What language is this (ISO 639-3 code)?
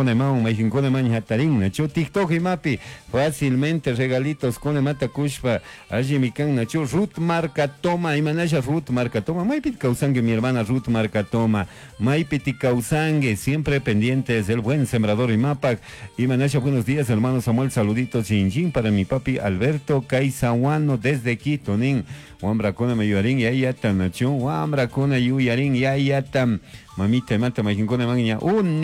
qug